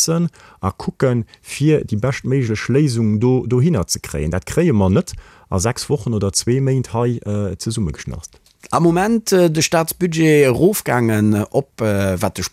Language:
Luxembourgish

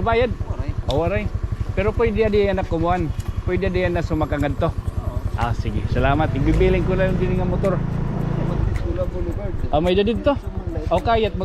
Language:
Waray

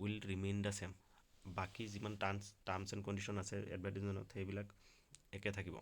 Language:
Assamese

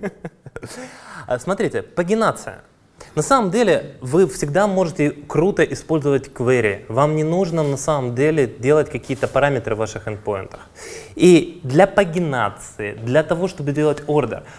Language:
Russian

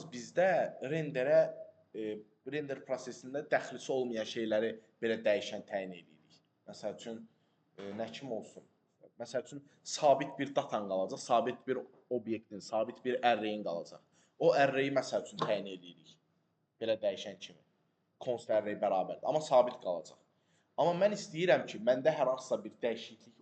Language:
Azerbaijani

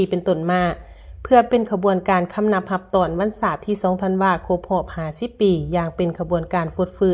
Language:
Lao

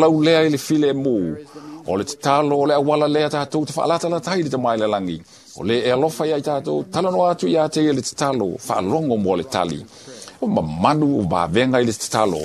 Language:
Samoan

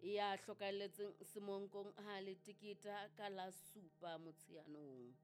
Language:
Southern Sotho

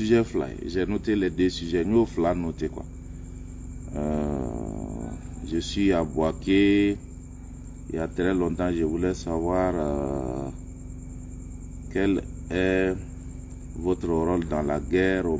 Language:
French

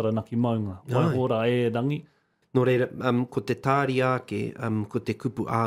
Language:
Māori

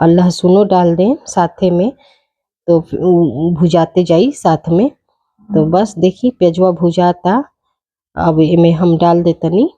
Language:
Bhojpuri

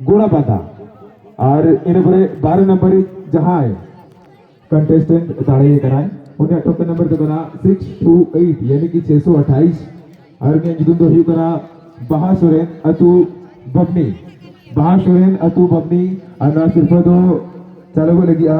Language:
Santali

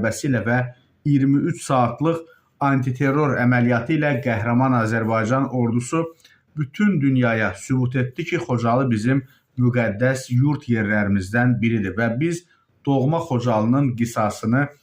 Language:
Azerbaijani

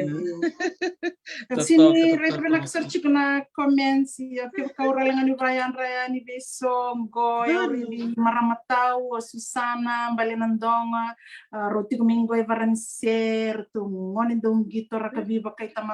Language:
Fijian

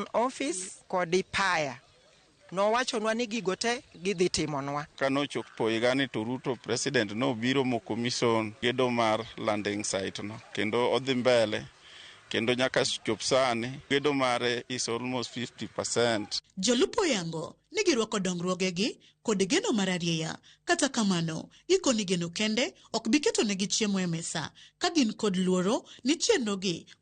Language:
Luo (Kenya and Tanzania)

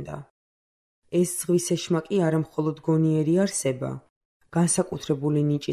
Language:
Georgian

